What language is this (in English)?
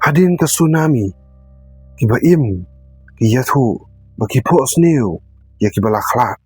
Khasi